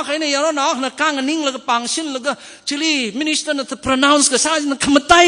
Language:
Tangkhul Naga (India)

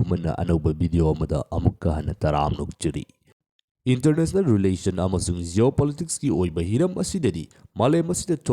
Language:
Manipuri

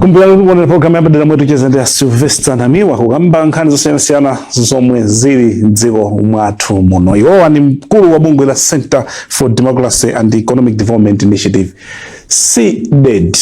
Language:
Nyanja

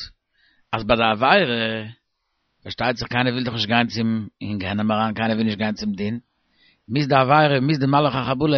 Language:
Yiddish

